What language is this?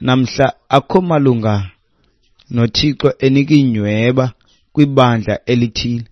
Xhosa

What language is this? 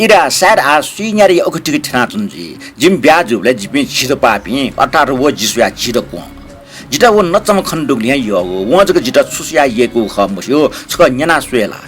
Newari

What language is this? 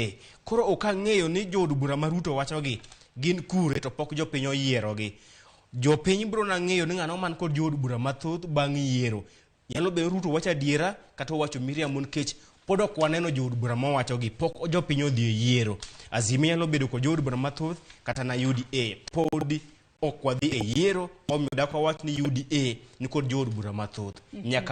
Luo (Kenya and Tanzania)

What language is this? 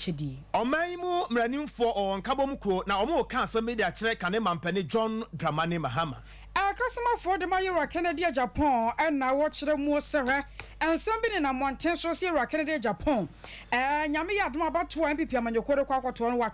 Akan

